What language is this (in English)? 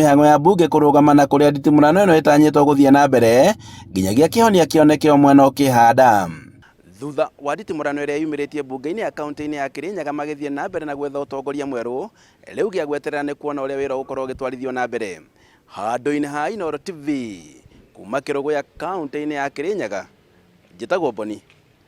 Kikuyu